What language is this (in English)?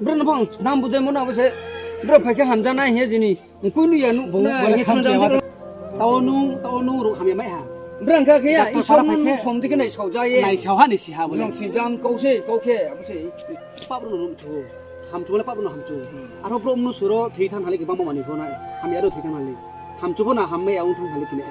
Riang (India)